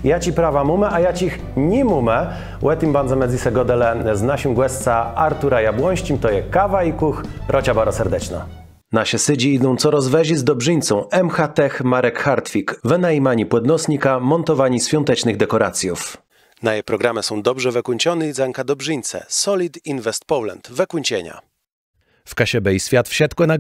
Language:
Kashubian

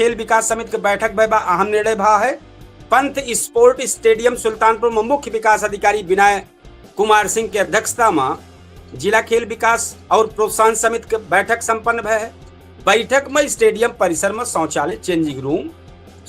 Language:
Awadhi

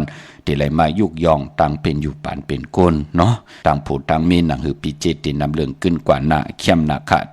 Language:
Shan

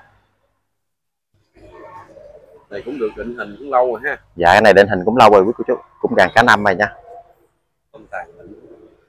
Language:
Vietnamese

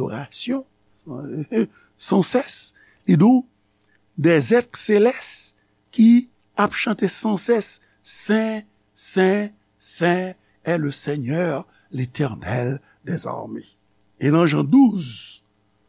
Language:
Haitian Creole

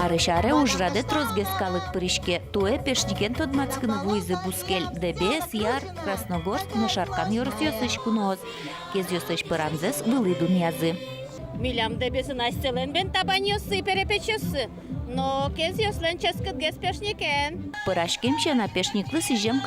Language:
Udmurt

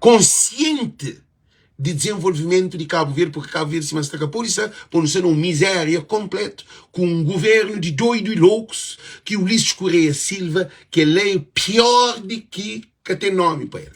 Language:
Kabuverdianu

